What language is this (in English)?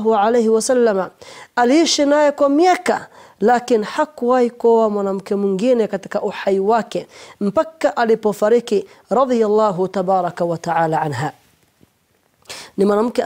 Swahili